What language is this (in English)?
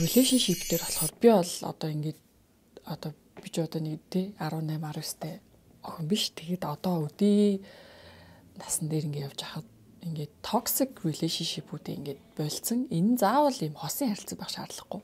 Mongolian